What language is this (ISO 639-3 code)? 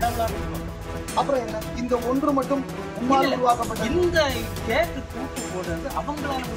tam